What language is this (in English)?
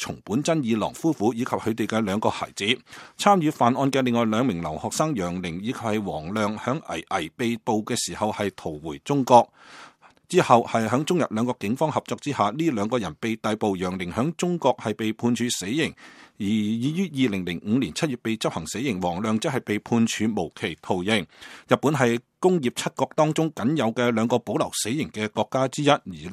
Cantonese